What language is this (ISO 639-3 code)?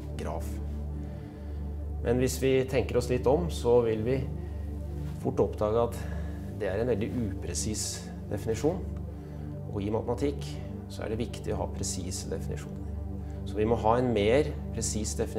nor